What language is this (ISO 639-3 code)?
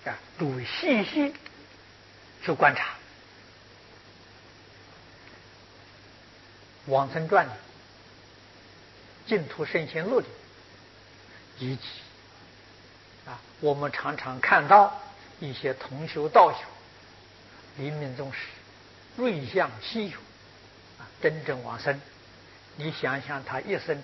zho